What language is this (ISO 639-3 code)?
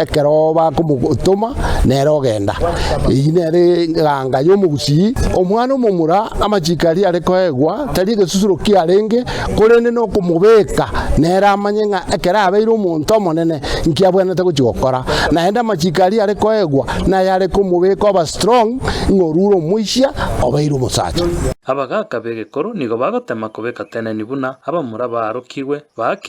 guz